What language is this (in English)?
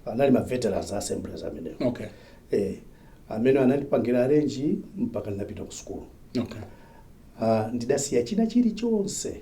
Nyanja